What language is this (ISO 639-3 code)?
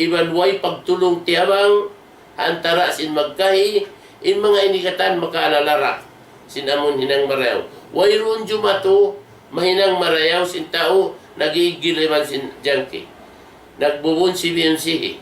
tsg